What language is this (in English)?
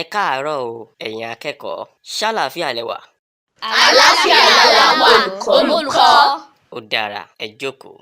Yoruba